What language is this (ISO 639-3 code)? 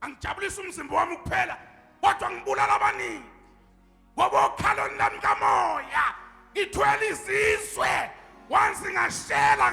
zul